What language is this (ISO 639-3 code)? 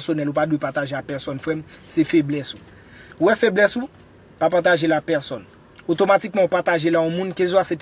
hat